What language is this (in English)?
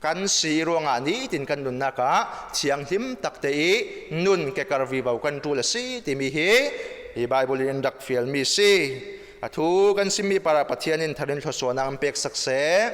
Falam Chin